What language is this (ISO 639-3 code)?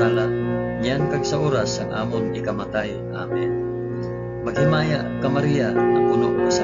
hil